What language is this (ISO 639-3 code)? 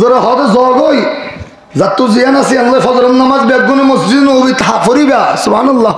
rhg